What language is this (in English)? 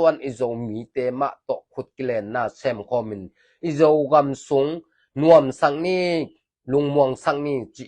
Tedim Chin